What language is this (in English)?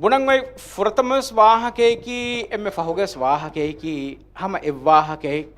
Divehi